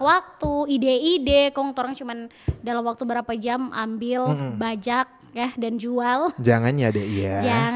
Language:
Manado Malay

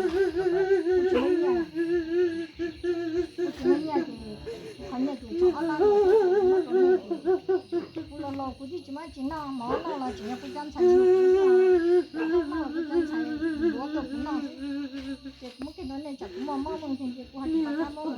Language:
Hmong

